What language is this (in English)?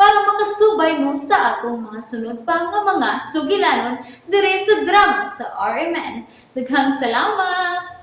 Cebuano